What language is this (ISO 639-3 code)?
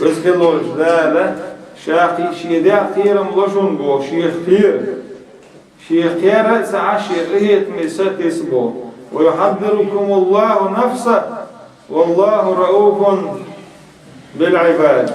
che